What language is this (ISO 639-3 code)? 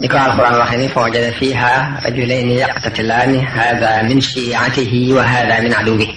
wol